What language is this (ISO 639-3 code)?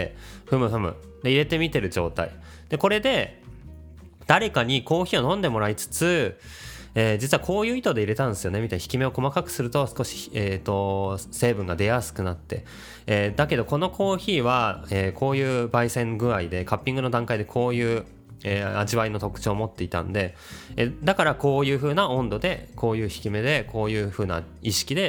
jpn